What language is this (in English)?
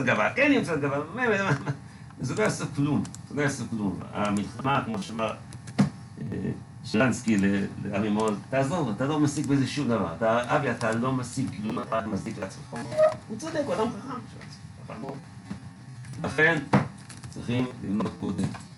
Hebrew